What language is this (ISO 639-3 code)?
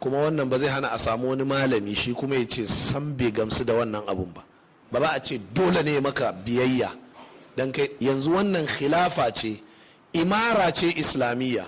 hau